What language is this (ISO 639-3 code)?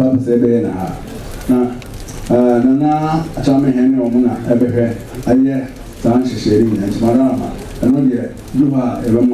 aka